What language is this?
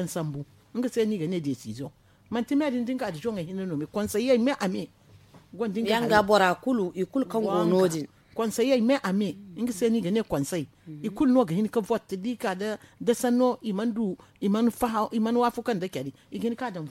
Zarma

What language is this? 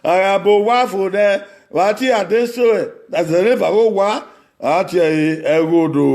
Bini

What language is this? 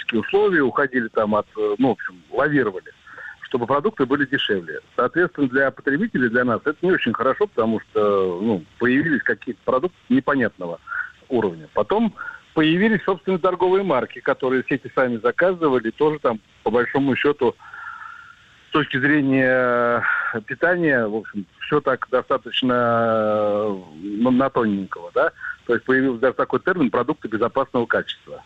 Russian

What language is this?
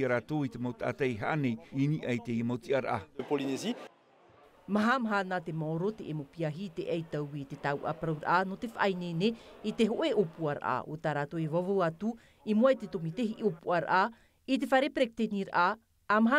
Tahitian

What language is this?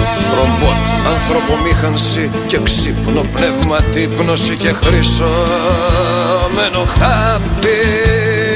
Greek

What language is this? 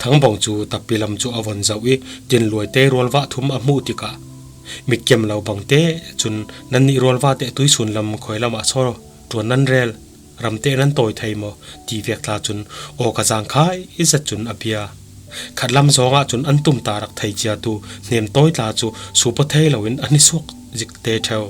Falam Chin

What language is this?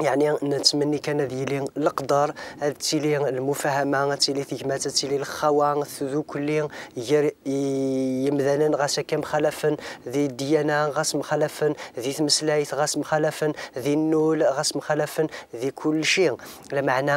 Kabyle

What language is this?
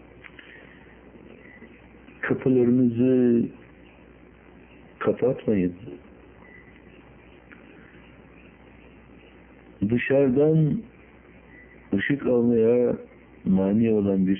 Turkish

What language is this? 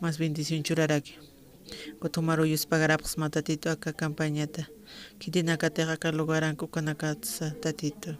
Aymara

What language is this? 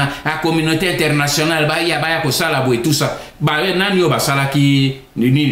Lingala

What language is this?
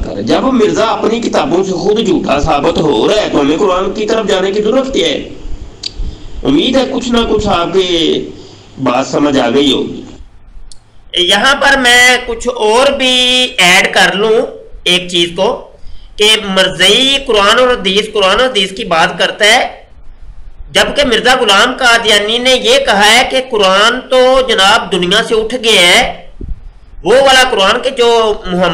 Urdu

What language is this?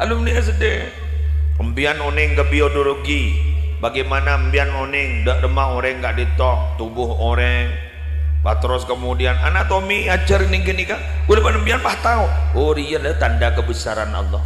Madurese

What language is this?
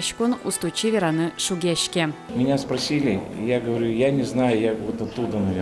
Udmurt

